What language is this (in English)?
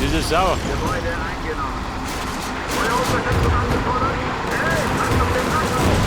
Bavarian